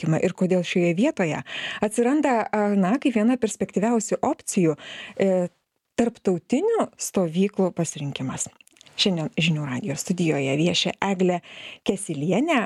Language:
Lithuanian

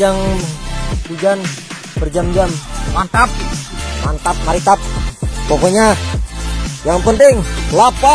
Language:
Banjar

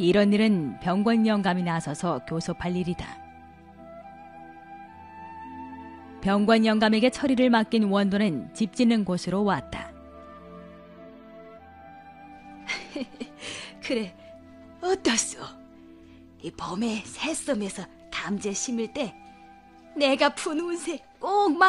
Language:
Korean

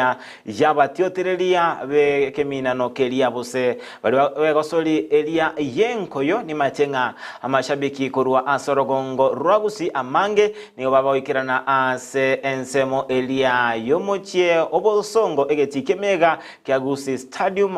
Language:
Gusii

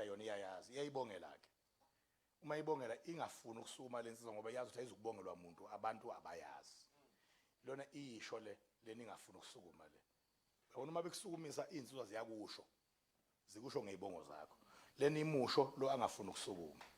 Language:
Zulu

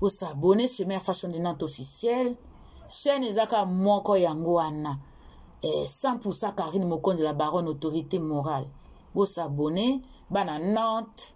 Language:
Lingala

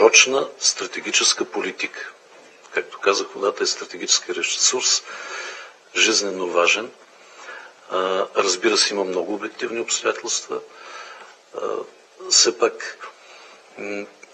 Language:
Bulgarian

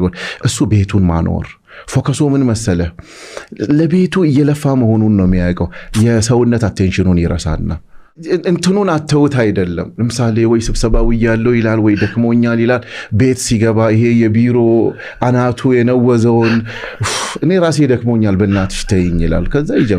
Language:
Amharic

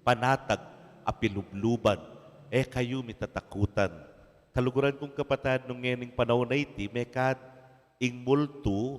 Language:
Pampanga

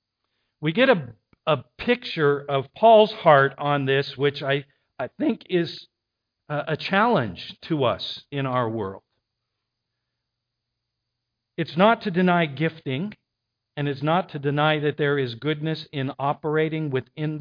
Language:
English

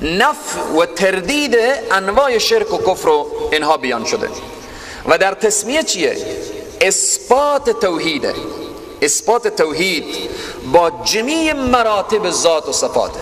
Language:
Persian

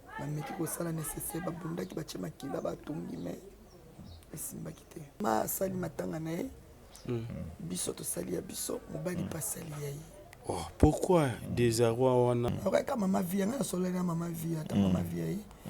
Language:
Lingala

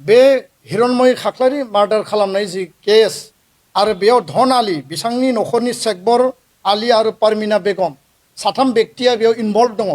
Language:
Bodo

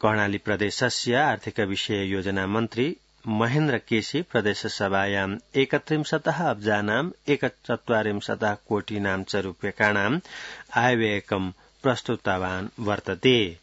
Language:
Sanskrit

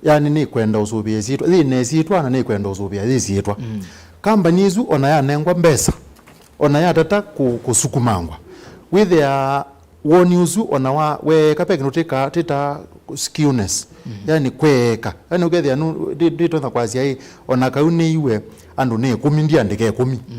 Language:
Kamba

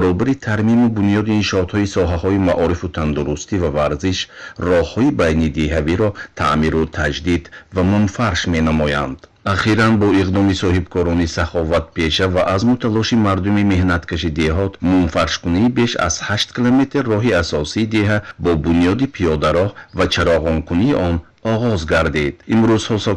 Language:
Tajik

